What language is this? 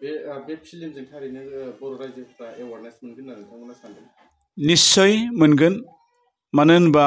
Bodo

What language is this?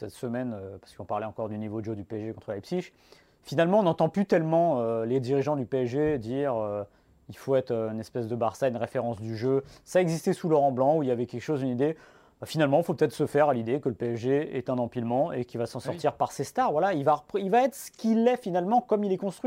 French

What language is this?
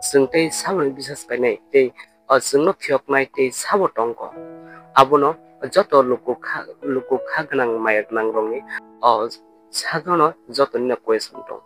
Kok Borok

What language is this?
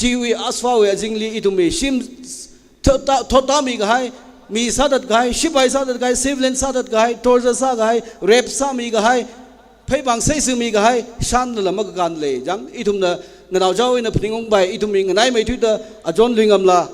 Tangkhul Naga (India)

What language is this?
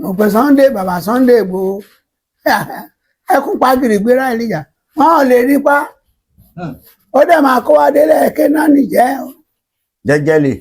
Yoruba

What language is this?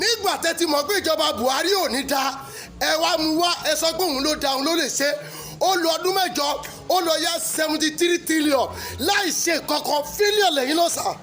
Yoruba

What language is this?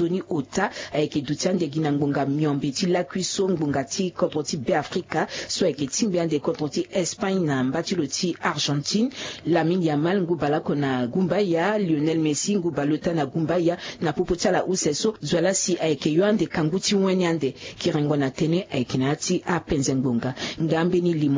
Sango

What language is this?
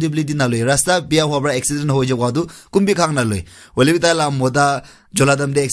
Naga Pidgin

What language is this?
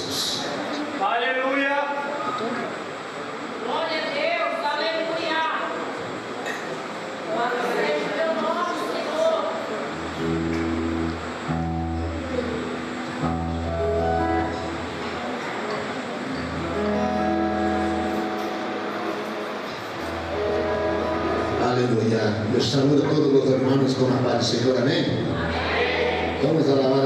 Portuguese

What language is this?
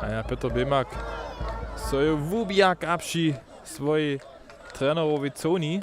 Upper Sorbian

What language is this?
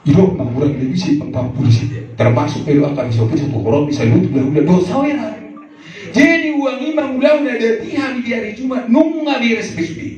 Batak Toba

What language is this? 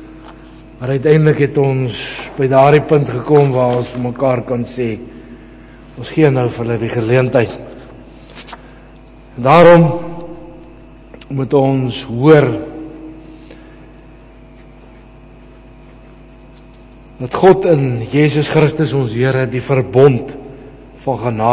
Afrikaans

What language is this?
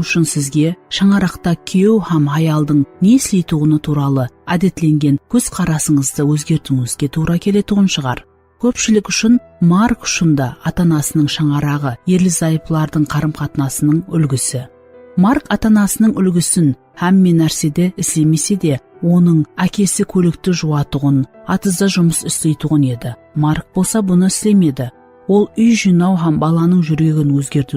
Kara-Kalpak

